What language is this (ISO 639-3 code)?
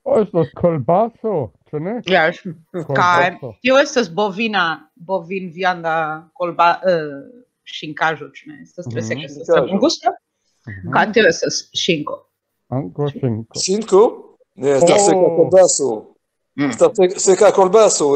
epo